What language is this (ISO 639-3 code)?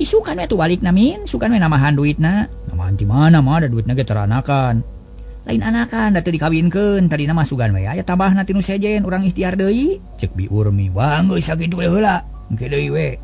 sun